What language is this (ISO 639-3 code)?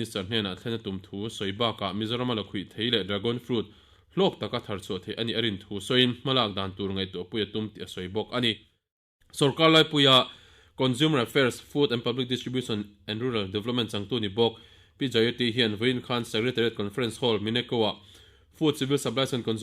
lus